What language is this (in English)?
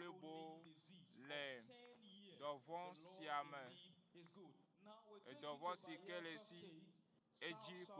Ewe